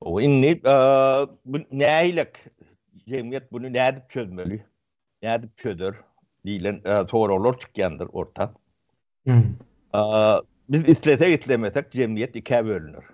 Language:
Turkmen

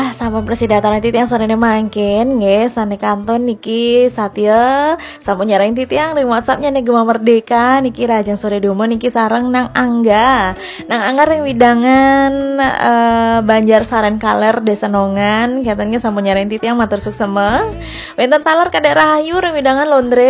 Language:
Balinese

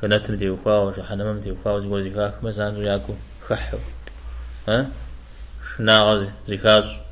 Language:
Kabardian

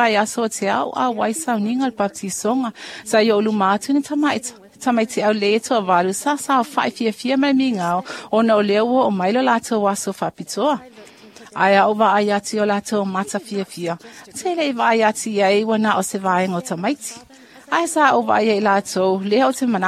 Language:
Samoan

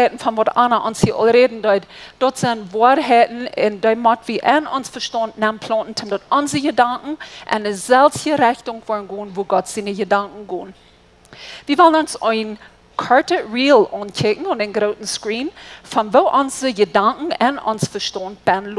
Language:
Plautdietsch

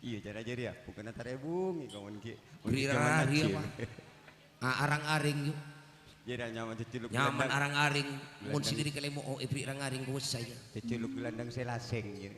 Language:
Madurese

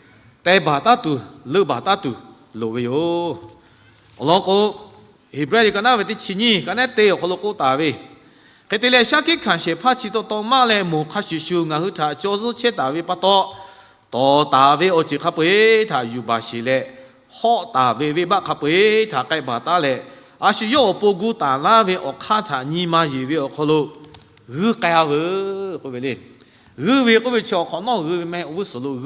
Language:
Lahu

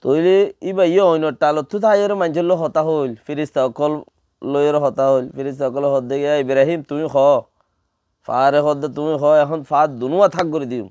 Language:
Rohingya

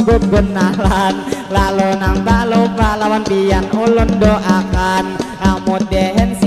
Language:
Banjar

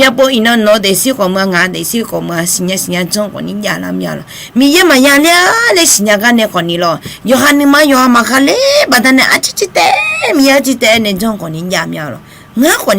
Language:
Akha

